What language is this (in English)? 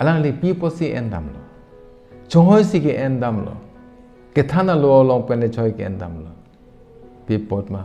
Karbi